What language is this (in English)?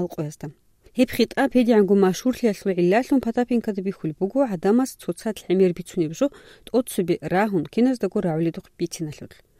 Avaric